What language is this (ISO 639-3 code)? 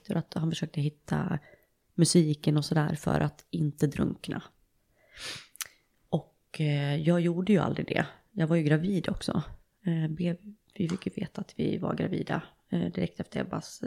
swe